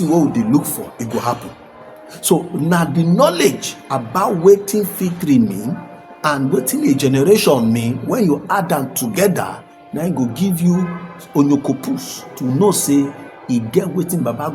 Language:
Nigerian Pidgin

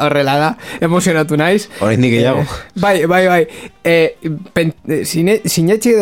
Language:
Basque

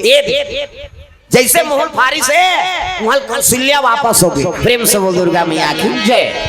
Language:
Chhattisgarhi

